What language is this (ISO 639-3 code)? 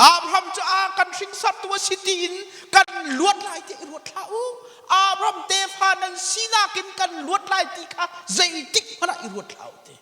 cnh